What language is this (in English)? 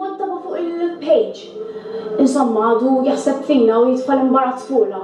Maltese